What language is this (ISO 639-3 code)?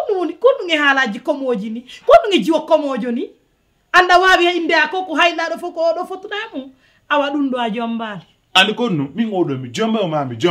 fuf